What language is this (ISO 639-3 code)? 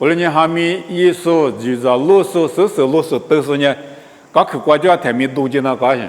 lis